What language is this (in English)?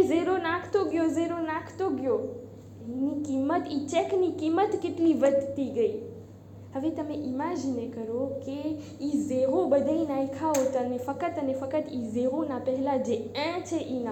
Gujarati